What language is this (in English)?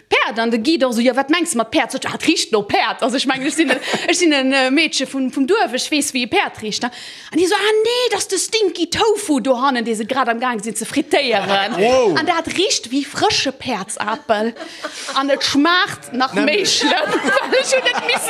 Luxembourgish